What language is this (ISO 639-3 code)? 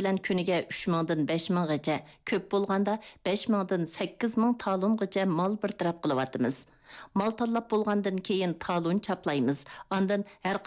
uig